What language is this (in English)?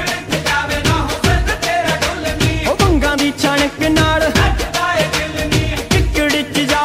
Punjabi